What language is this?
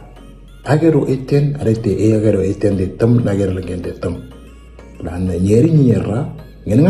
Moro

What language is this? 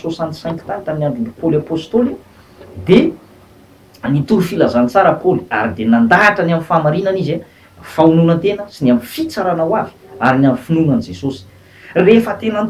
Malagasy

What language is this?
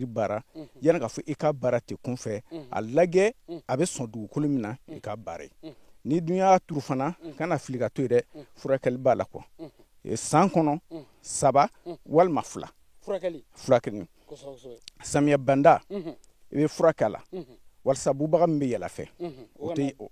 Bambara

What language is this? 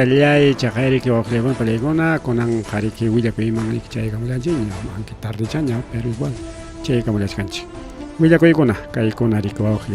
Ayacucho Quechua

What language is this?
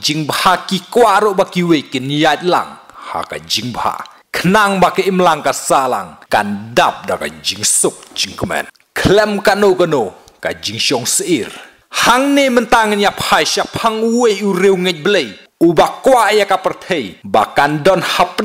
Khasi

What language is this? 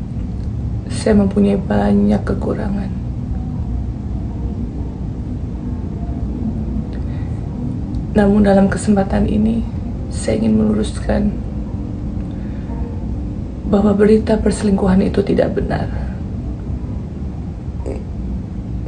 Indonesian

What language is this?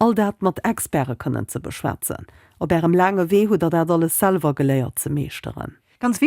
Luxembourgish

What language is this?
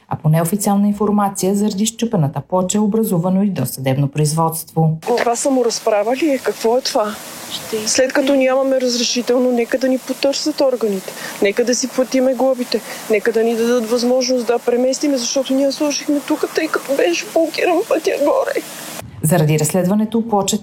Bulgarian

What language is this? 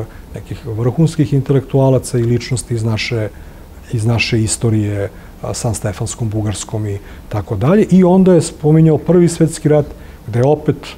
Serbian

